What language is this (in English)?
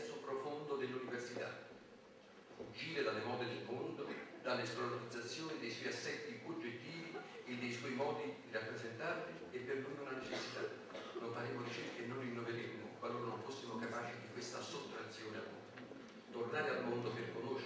Italian